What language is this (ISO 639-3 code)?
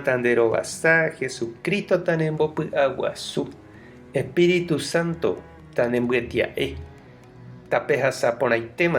grn